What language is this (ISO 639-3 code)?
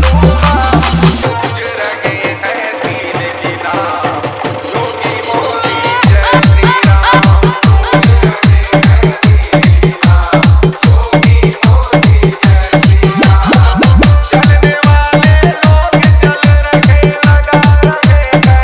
hin